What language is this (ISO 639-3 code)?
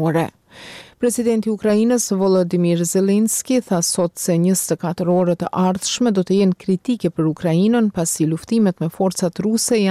sqi